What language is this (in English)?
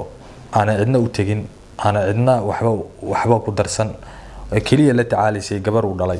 Somali